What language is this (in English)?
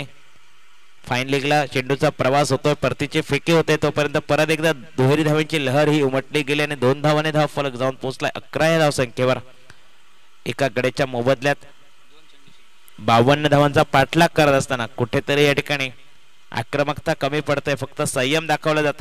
Marathi